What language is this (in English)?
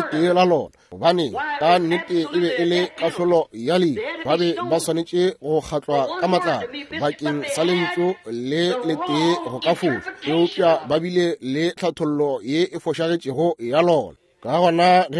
Northern Sotho